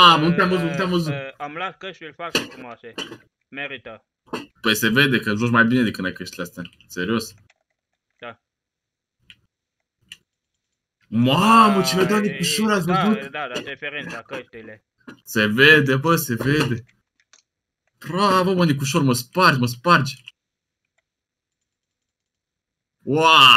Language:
Romanian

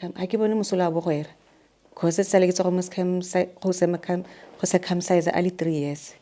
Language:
Tswana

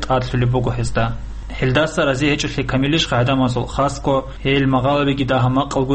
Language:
Avaric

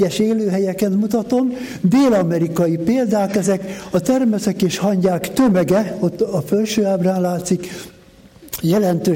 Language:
Hungarian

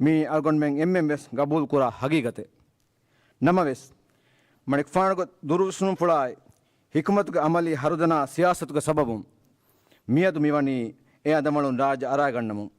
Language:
Divehi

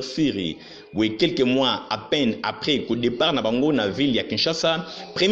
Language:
Lingala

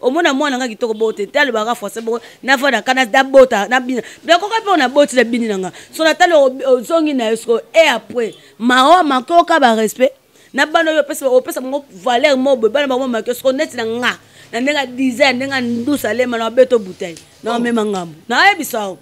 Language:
Lingala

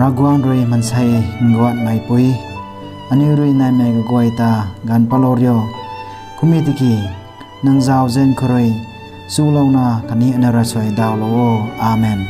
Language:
Rongmei Naga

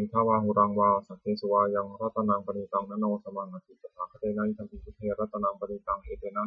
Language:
Pali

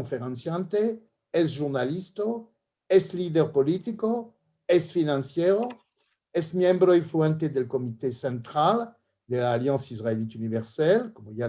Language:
Ladino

